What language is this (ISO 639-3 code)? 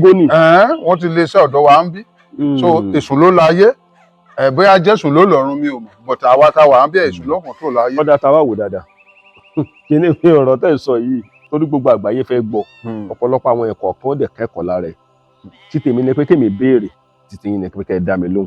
yor